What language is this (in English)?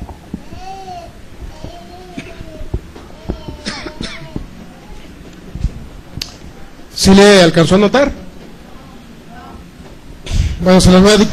Spanish